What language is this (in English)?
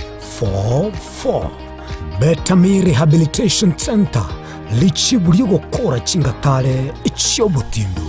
Gusii